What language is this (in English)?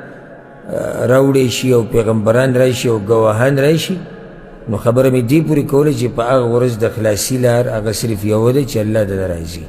Pashto